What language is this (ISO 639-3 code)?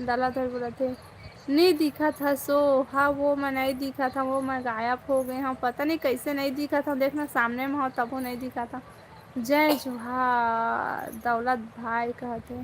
hne